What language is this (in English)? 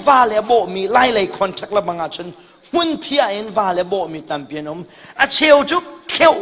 Hakha Chin